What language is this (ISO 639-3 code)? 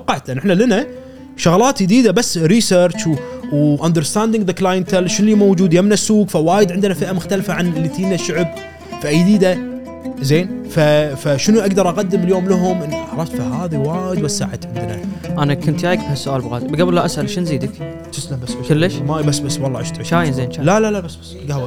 afb